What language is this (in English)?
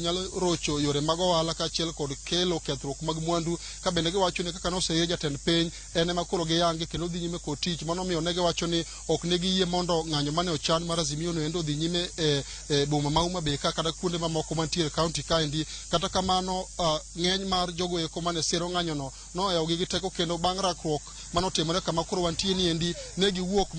Luo (Kenya and Tanzania)